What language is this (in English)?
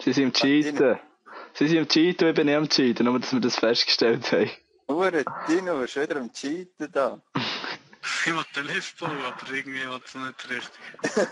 Swiss German